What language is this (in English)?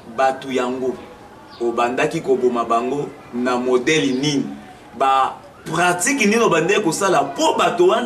Lingala